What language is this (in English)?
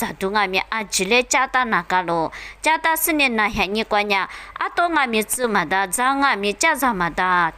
Lisu